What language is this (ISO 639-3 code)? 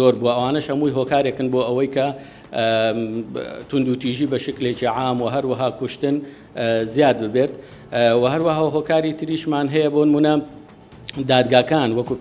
ckb